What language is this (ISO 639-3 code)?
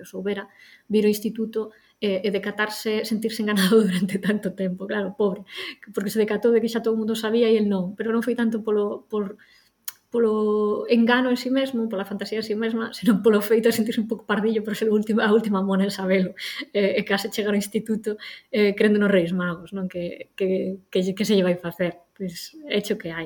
glg